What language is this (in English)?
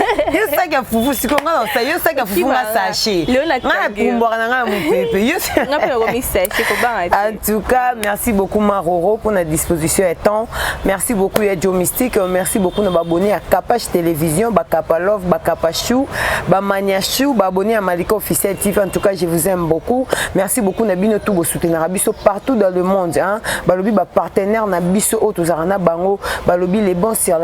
Lingala